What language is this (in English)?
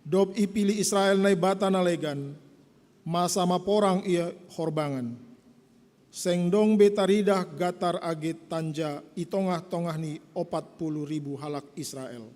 Batak Simalungun